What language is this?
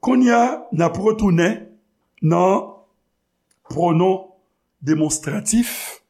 Haitian Creole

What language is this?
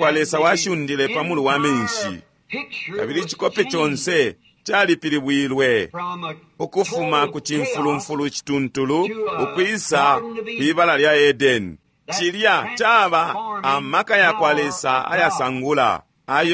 Bemba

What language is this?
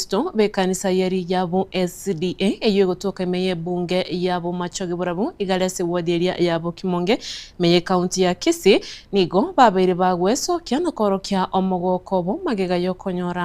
Gusii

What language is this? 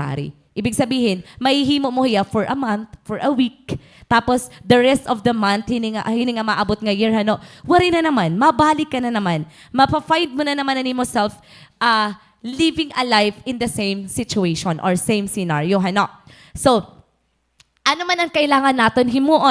Waray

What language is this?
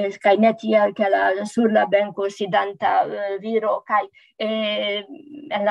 Esperanto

